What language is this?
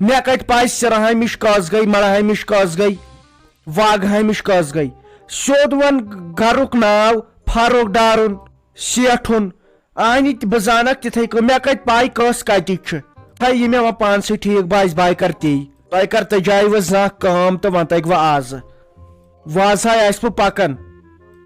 Kashmiri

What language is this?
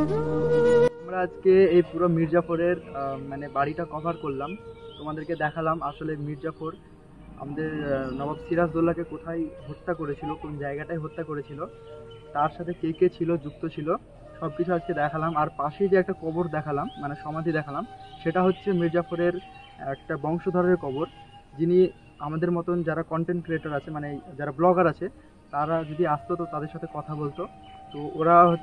Bangla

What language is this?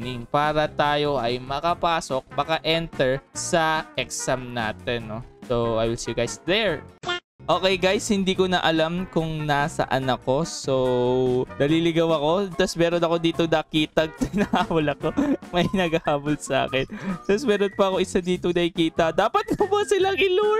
Filipino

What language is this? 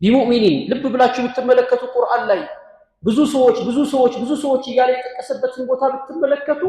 Amharic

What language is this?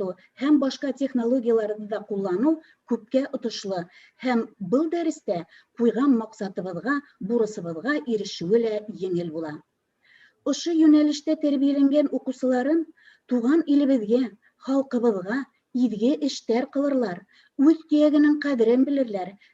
Bashkir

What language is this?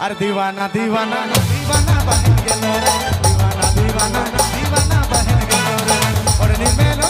Sadri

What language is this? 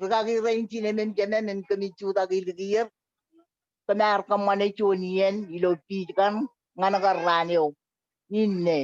Marshallese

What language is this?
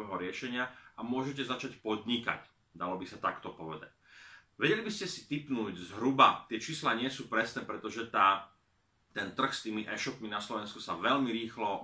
Slovak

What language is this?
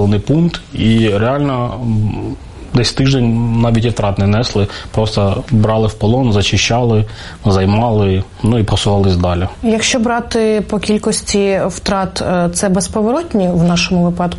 Ukrainian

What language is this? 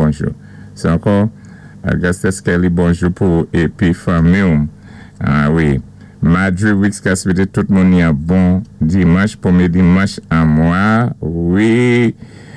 Saint Lucian Creole French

